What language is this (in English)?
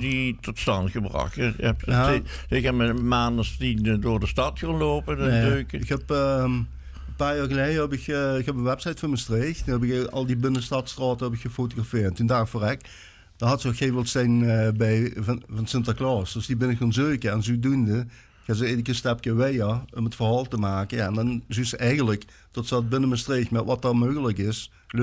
Limburgish